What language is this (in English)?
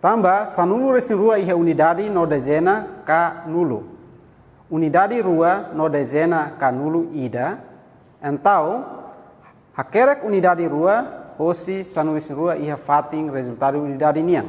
Tetum